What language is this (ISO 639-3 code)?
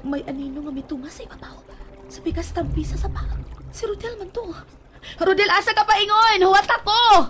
ceb